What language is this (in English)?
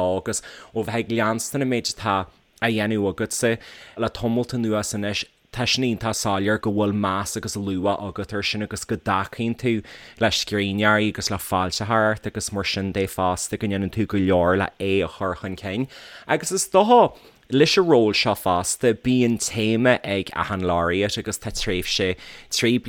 Irish